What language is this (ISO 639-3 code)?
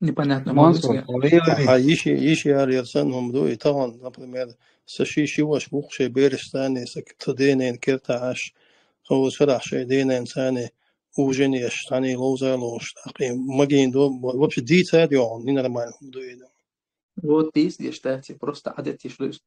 che